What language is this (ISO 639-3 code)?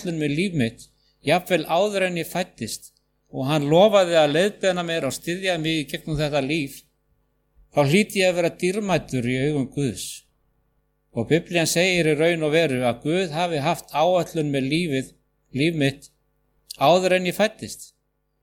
isl